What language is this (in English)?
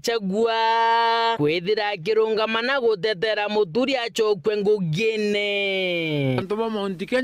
Meru